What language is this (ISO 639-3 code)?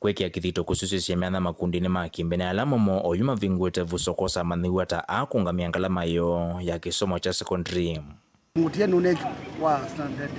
kam